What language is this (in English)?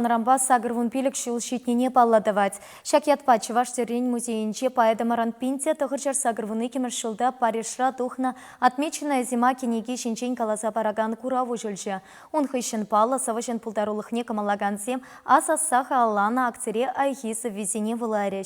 Chuvash